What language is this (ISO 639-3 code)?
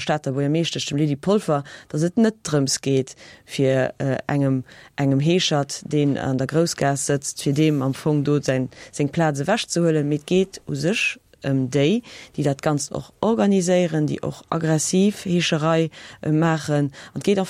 ltz